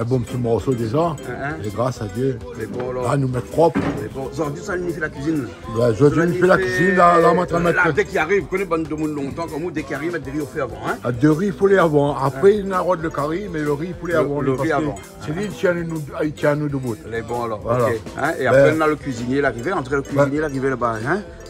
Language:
Réunion Creole French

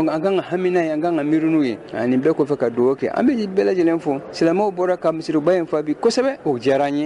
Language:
Bambara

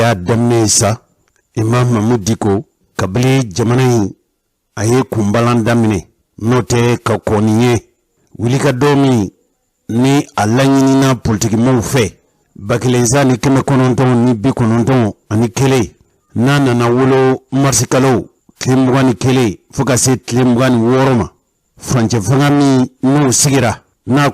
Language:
Bambara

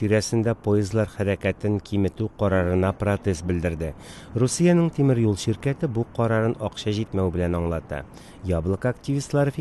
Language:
Tatar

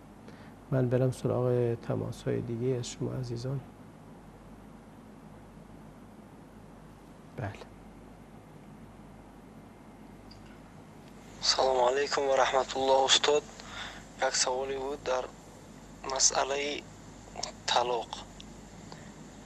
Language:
Persian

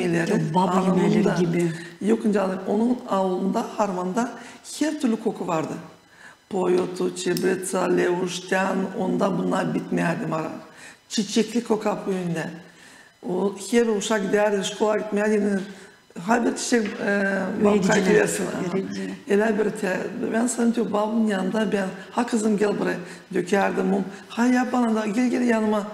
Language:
Gagauz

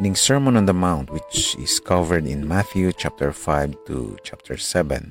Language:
Hiligaynon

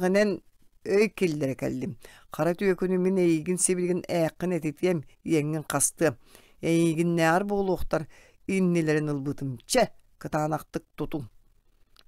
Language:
Yakut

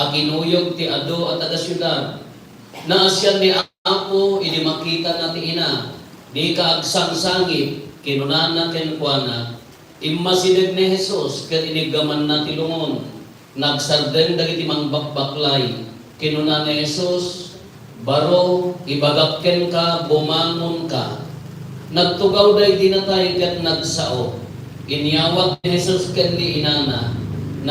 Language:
Iloko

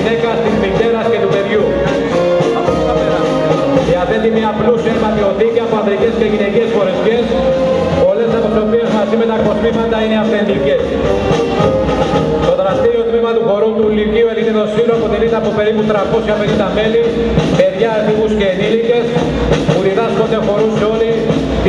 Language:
Greek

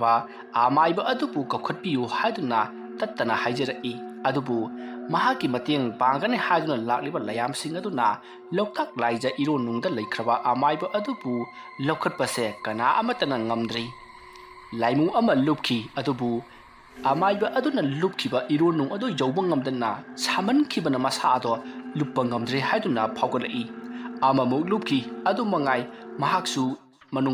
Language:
Manipuri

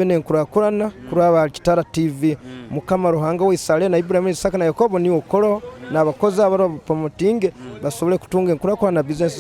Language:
Nyoro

